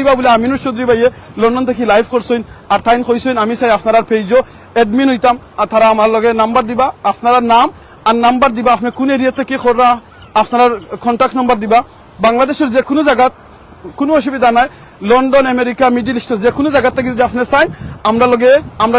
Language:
Sylheti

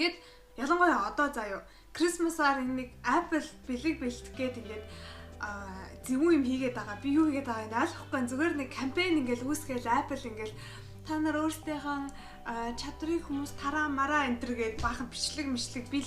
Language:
Mongolian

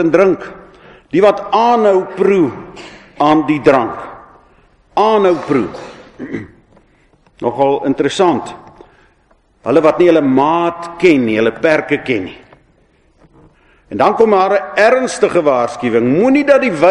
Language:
Afrikaans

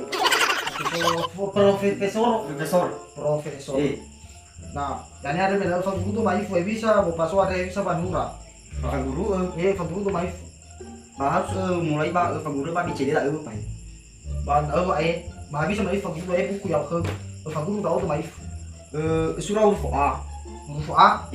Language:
Nias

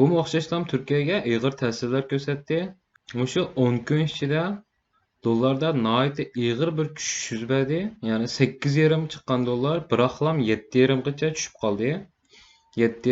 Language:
Uyghur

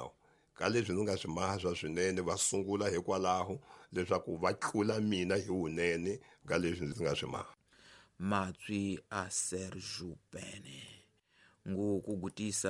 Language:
Tsonga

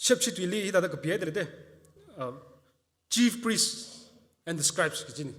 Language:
Tangkhul Naga (India)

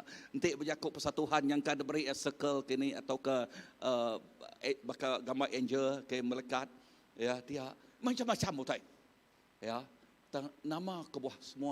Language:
Iban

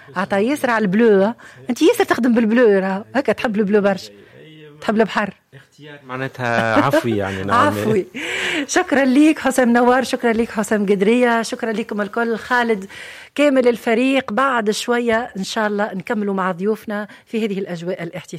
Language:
Tunisian Arabic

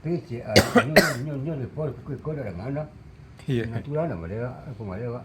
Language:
Minangkabau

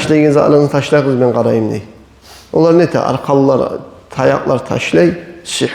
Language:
Kumyk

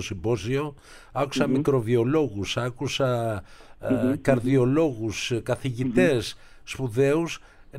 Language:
Greek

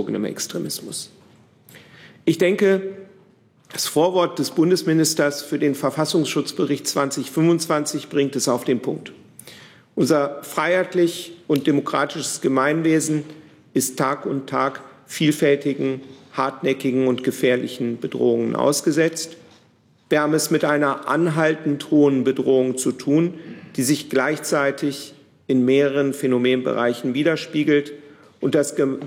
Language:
German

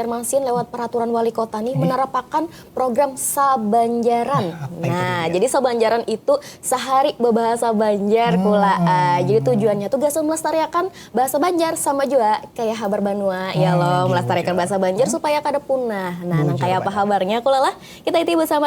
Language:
Banjar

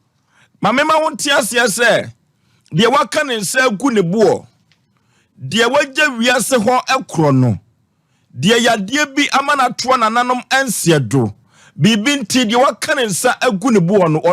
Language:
Akan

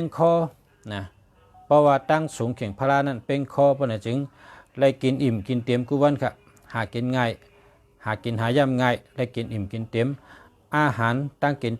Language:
Shan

